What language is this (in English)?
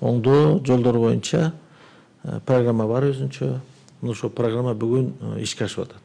Kyrgyz